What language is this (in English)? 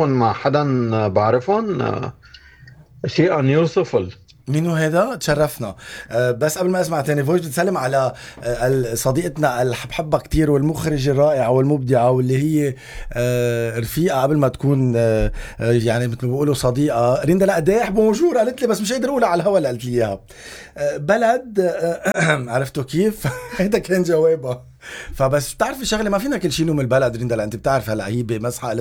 North Levantine Arabic